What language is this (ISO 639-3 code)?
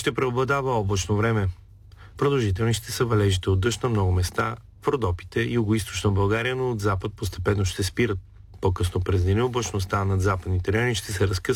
bul